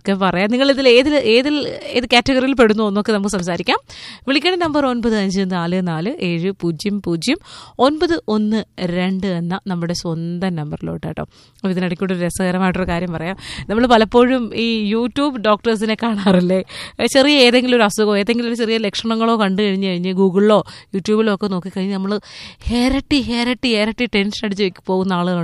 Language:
Malayalam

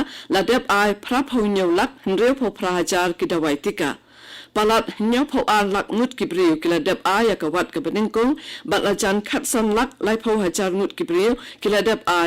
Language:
Khasi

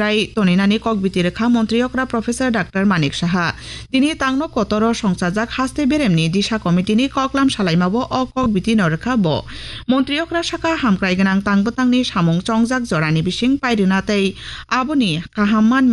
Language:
Kok Borok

